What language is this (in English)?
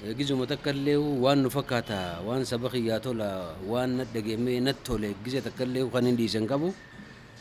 Oromo